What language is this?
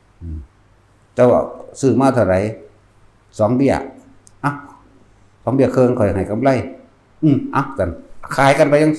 Northeastern Thai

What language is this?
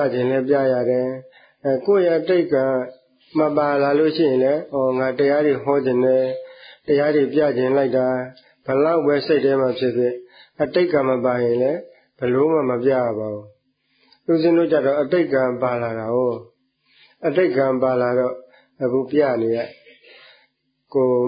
Burmese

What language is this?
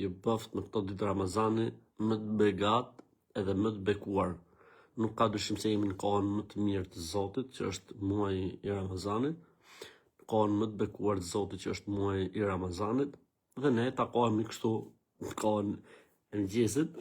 Albanian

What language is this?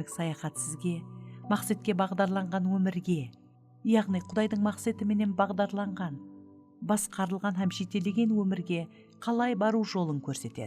Kara-Kalpak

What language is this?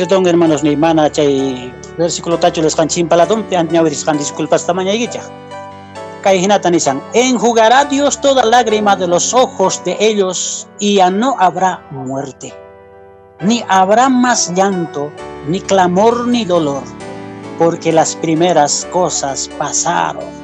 Quechua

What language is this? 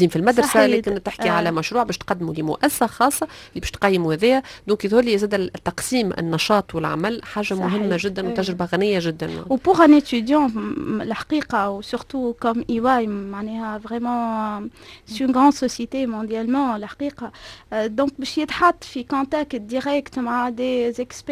Tunisian Arabic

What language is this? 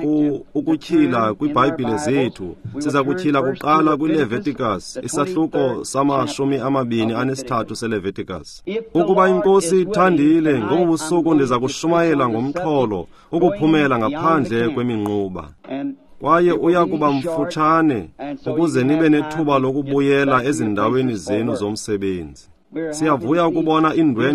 Xhosa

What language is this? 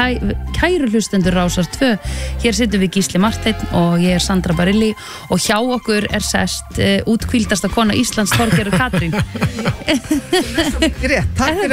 Icelandic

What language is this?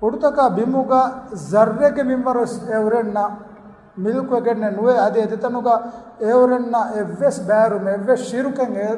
Divehi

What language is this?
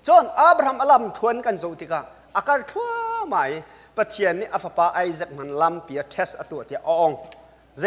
Hakha Chin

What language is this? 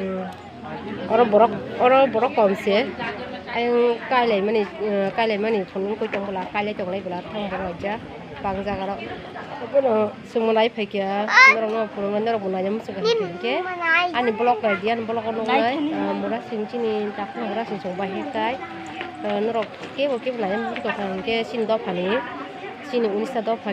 Kok Borok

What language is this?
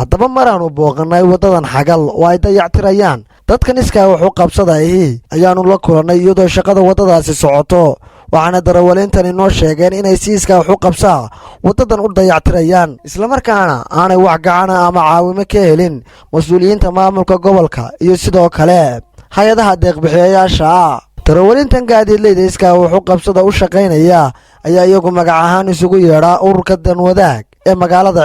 Somali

